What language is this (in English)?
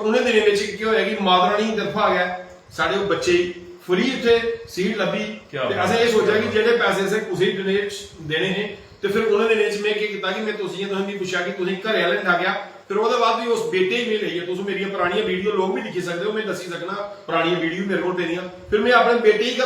Dogri